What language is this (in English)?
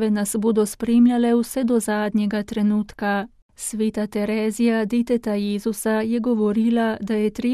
Slovenian